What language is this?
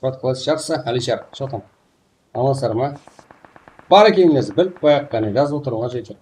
Kara-Kalpak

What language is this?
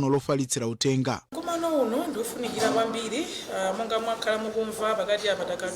Nyanja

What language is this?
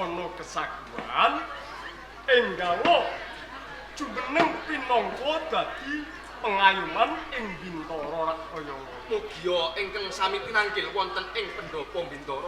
Javanese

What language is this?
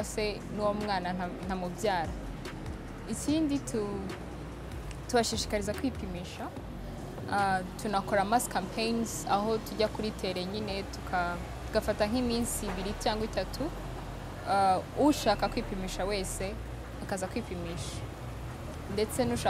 Kinyarwanda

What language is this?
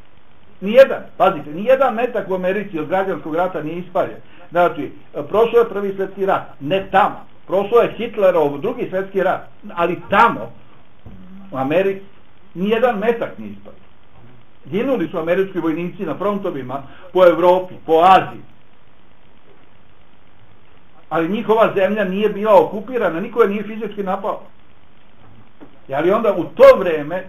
Bosnian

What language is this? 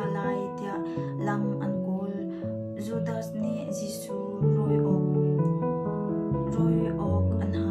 Hakha Chin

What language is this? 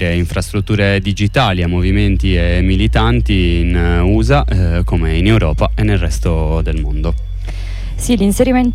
Italian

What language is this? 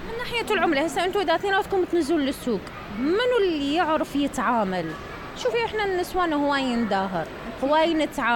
Mesopotamian Arabic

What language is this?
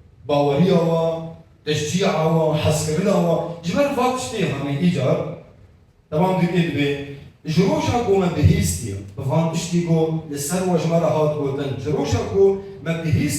Kurdish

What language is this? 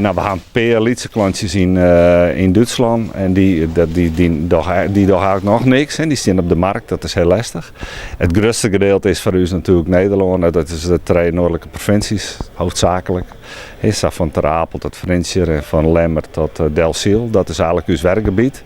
Western Frisian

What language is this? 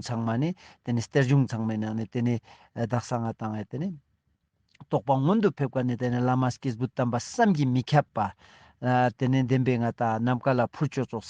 Ladakhi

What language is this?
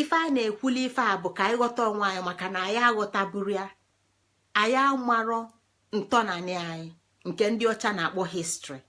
Igbo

